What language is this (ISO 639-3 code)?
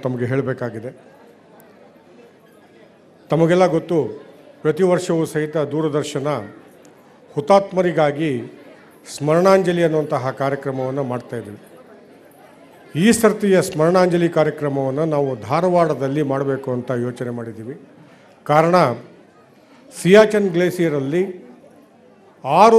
kan